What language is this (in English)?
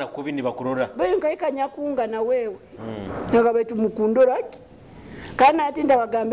Nyoro